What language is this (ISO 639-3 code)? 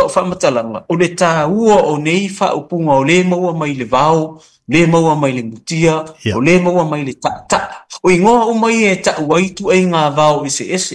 smo